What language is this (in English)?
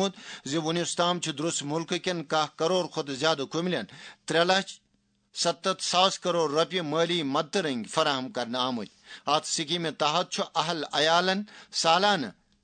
Kashmiri